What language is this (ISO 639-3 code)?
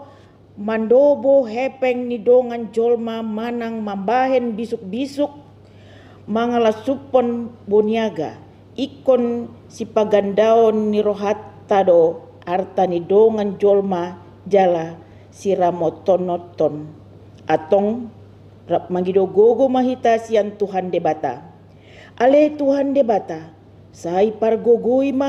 bbc